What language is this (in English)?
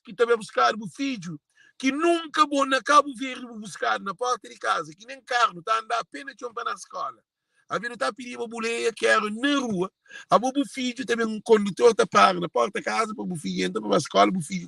Kabuverdianu